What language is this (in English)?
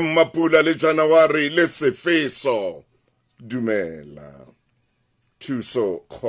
Southern Sotho